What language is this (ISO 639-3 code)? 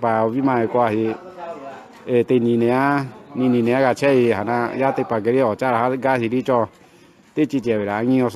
lhu